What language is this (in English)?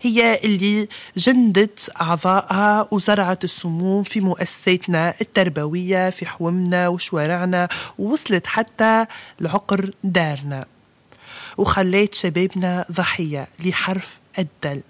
Tunisian Arabic